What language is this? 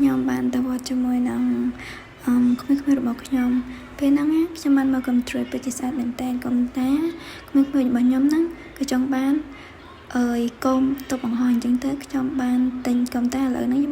Khmer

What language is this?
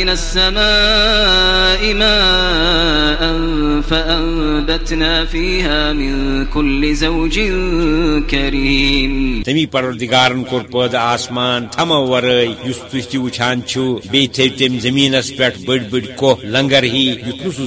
Kashmiri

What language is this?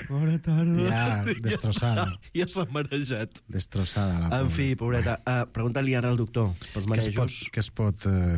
Catalan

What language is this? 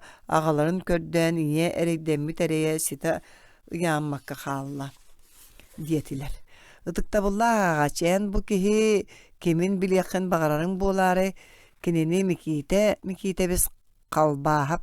Yakut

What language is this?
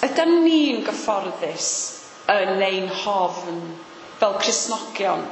Welsh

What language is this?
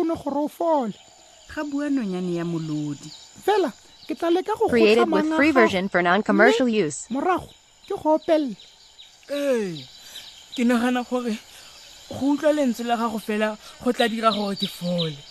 Tswana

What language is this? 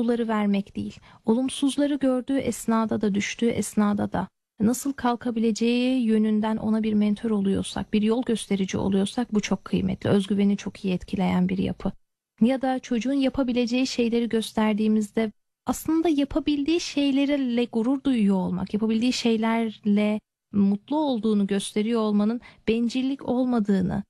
Turkish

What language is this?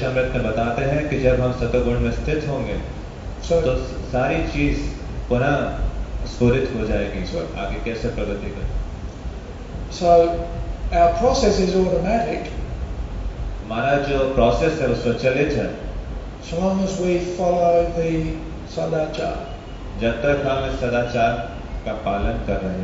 Hindi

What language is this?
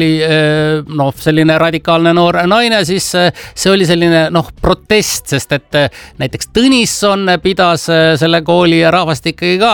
Estonian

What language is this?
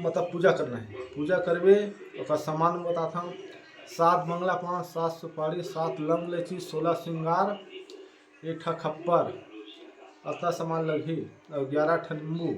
Chhattisgarhi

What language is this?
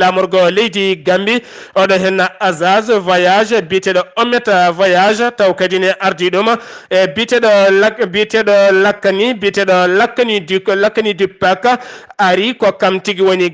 Fula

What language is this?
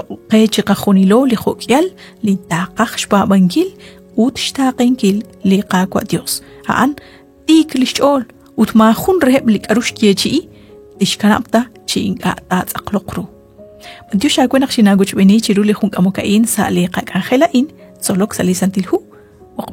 Kekchí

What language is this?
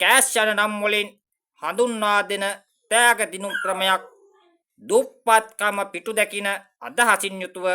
Sinhala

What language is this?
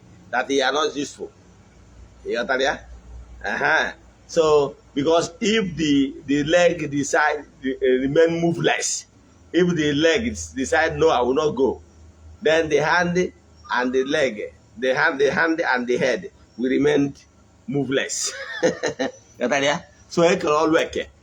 Igbo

